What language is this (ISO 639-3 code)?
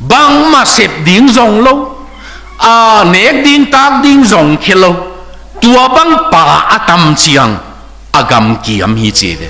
ctd